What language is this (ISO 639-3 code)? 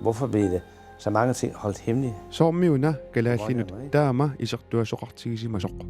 kal